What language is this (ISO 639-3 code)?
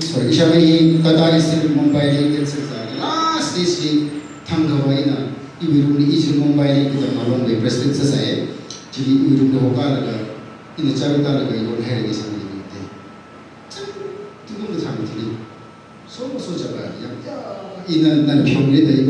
nmf